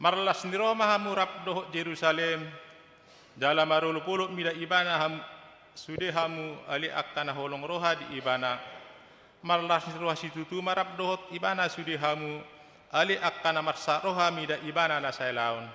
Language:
Batak Toba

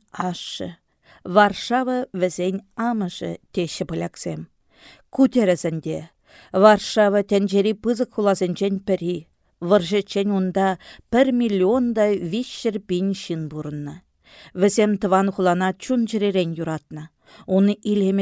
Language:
Chuvash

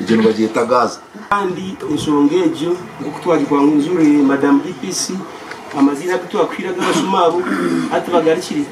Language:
Nyankole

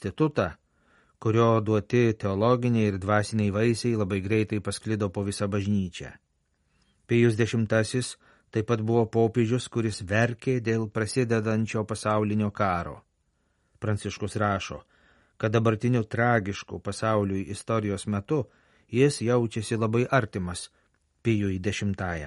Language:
Lithuanian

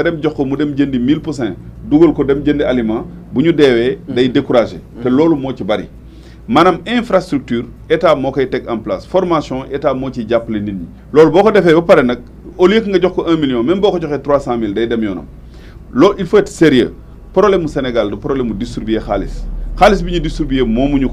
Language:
Wolof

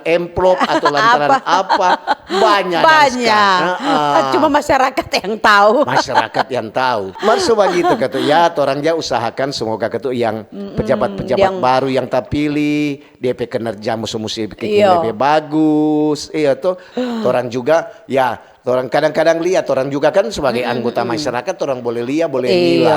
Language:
Manado Malay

